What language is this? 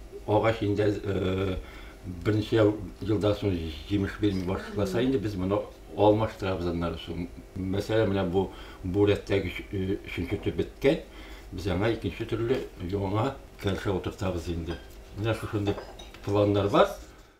Tatar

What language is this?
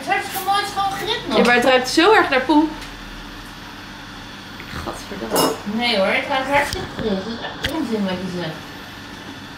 Dutch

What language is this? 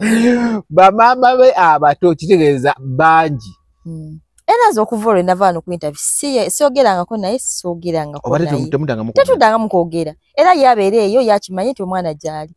Ganda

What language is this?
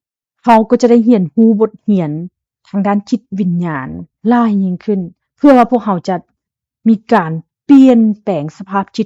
Lao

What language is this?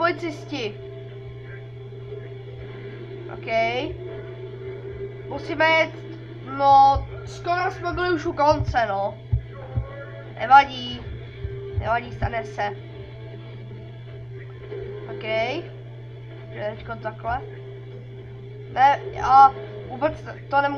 Czech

